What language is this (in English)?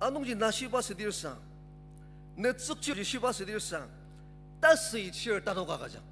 Ao Naga